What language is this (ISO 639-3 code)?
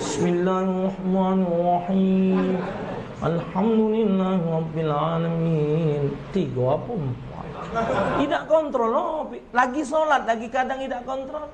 mui